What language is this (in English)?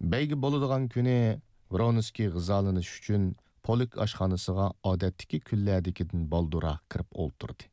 Uyghur